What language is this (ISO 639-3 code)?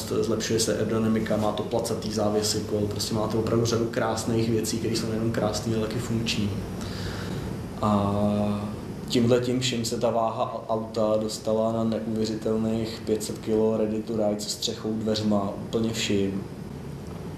ces